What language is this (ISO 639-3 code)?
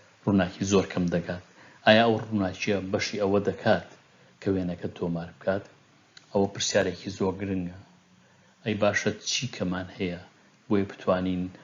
ckb